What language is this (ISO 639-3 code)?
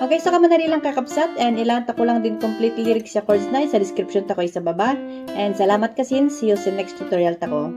kne